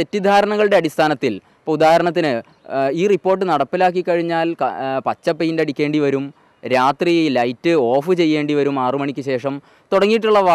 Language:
Malayalam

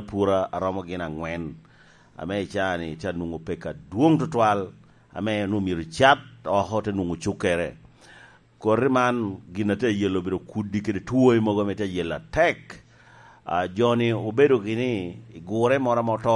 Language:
Lango (Uganda)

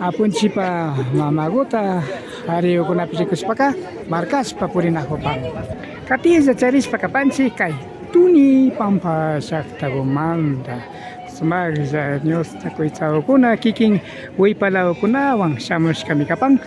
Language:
Imbabura Highland Quichua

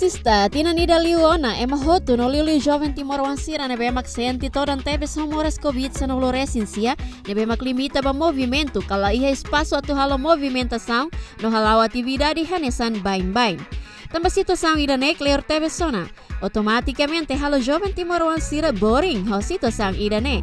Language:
Tetum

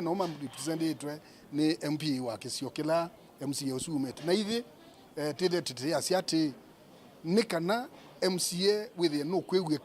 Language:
Kamba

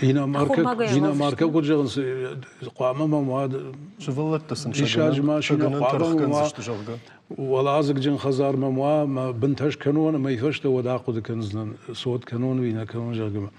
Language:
Ossetic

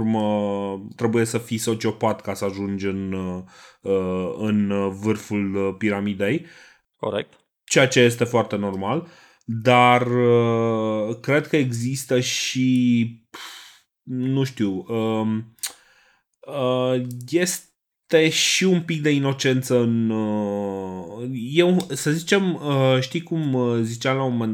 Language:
Romanian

